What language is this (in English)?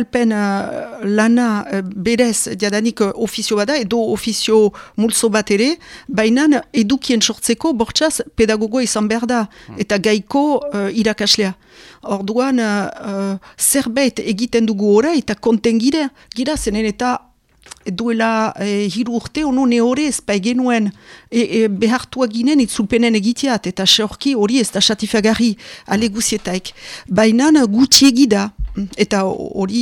Basque